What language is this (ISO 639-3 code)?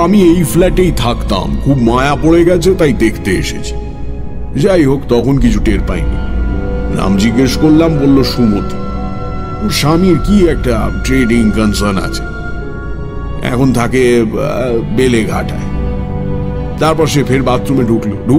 ben